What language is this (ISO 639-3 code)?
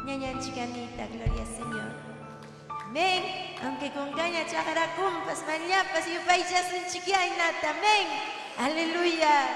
quy